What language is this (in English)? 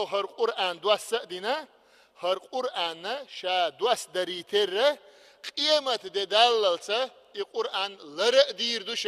Chechen